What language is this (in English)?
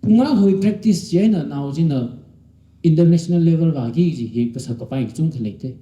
Tangkhul Naga (India)